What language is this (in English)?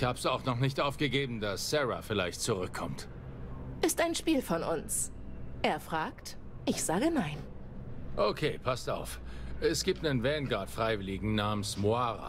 German